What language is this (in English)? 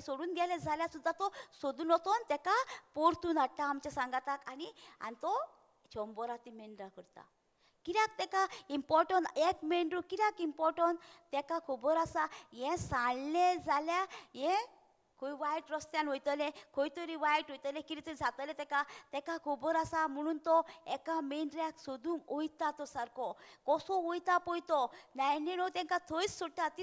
Konkani